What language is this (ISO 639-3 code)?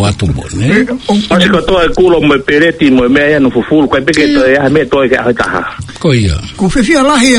ton